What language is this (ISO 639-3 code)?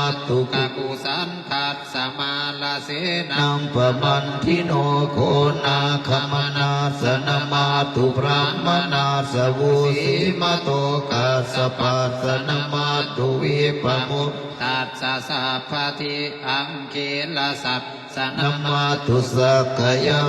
pli